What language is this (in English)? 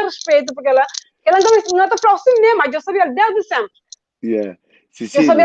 Kabuverdianu